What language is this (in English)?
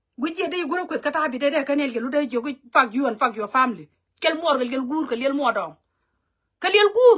Nuer